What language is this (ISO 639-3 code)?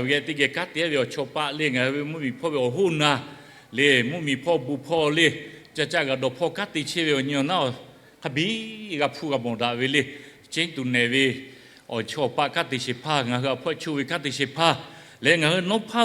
lhu